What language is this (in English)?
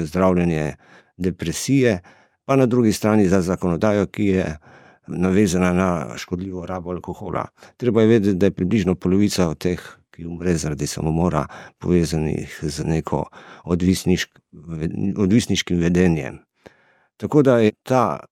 Slovenian